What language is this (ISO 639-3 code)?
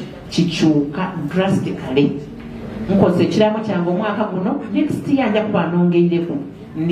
xog